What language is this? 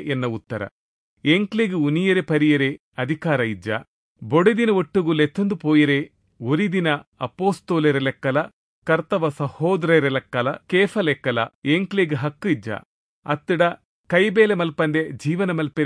Tulu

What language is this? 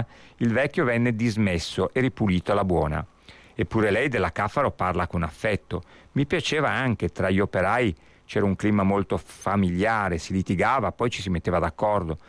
Italian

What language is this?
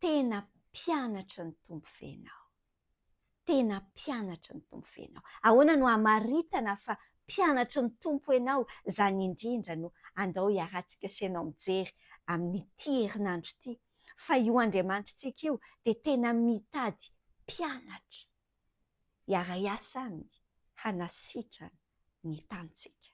Malagasy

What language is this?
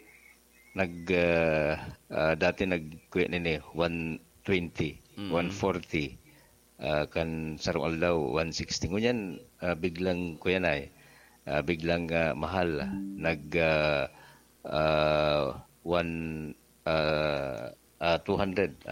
Bikol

